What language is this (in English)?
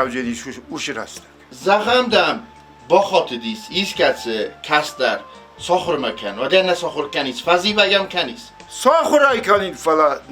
Ossetic